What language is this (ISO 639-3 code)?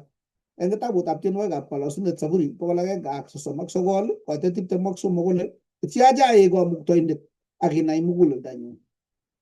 kln